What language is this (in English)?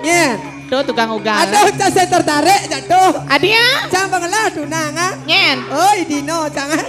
Balinese